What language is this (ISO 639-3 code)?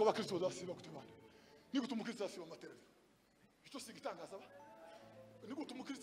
kin